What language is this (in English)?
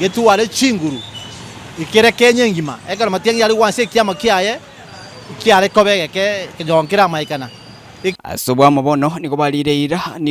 Gusii